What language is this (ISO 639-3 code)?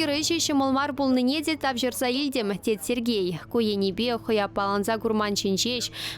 chv